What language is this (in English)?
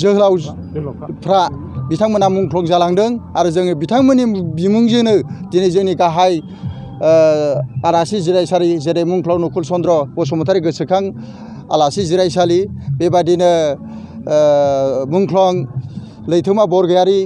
Bodo